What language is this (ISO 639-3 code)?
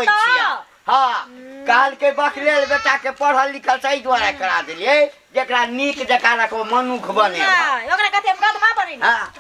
mai